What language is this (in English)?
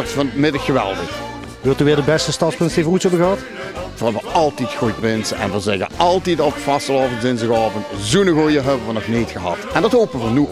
Limburgish